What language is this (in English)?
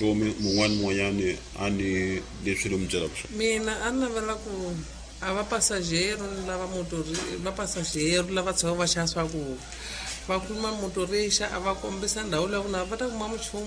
Tsonga